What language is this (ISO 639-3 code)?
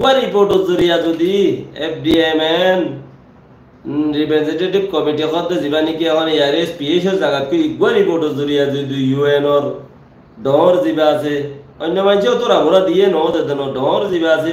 rhg